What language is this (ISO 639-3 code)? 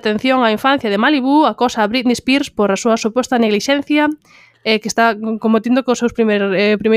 glg